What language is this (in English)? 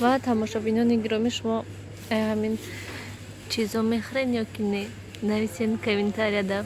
Tajik